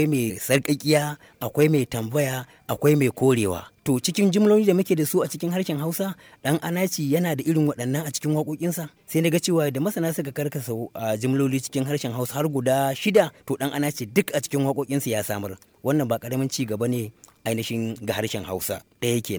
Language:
Hausa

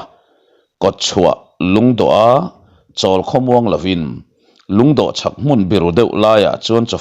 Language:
Mizo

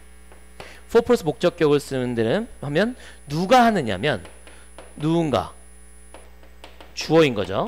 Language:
Korean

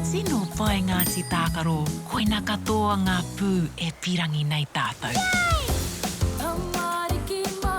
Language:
Māori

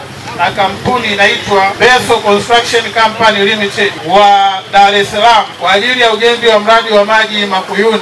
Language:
Swahili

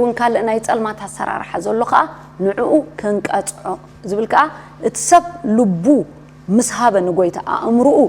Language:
Tigrinya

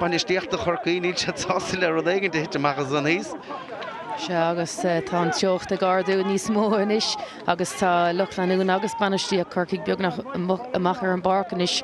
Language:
Irish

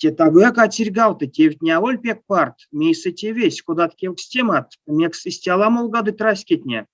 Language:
Erzya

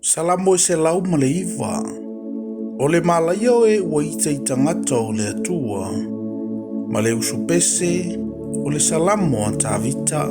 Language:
Samoan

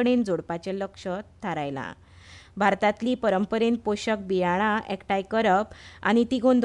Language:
Konkani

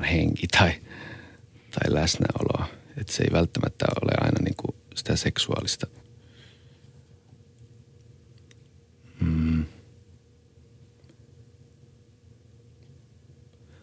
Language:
Finnish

